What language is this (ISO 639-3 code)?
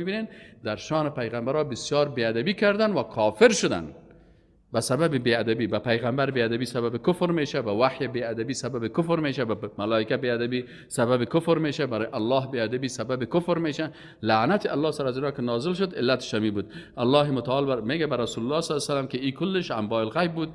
fas